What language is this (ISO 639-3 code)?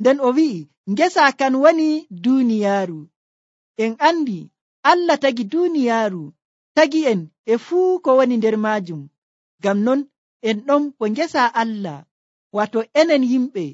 fuv